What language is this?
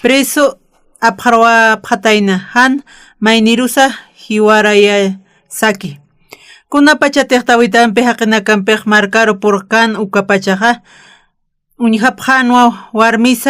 Aymara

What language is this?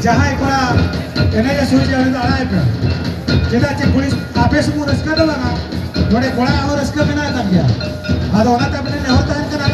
Santali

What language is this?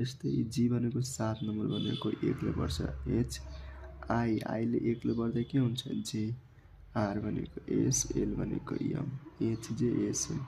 Nepali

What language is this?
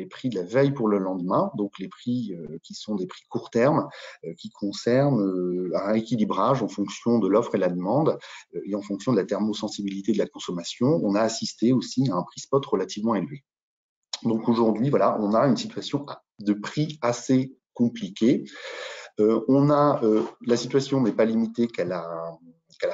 French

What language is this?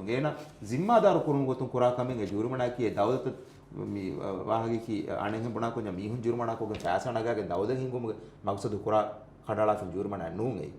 Divehi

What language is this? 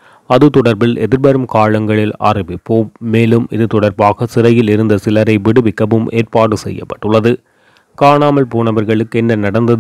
Tamil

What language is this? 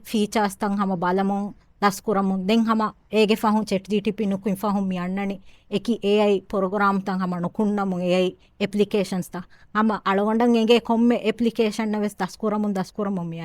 Divehi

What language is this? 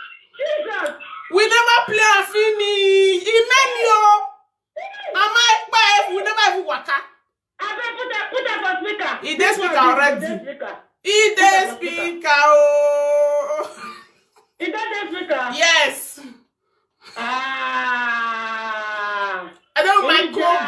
Nigerian Pidgin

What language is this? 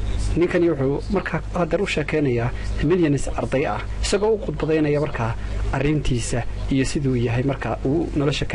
Somali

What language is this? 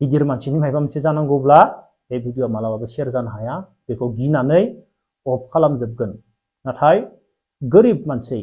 Bodo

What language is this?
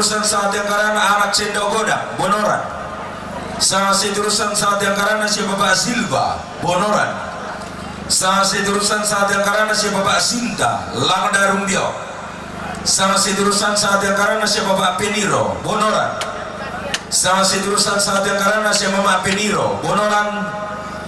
Toraja-Sa'dan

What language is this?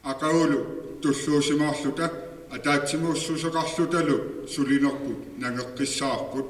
Kalaallisut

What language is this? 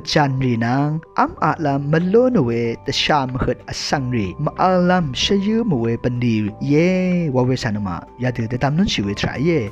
Rawang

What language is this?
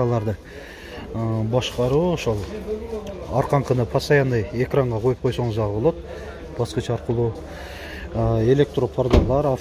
Kyrgyz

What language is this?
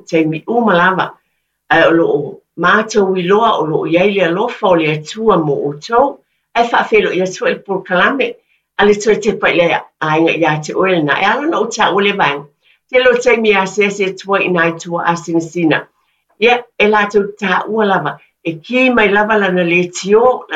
Samoan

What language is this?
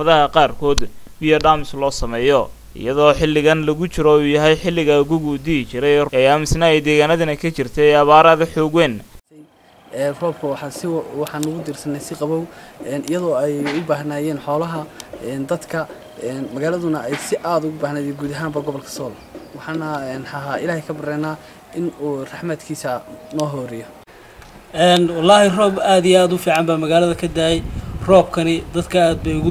Somali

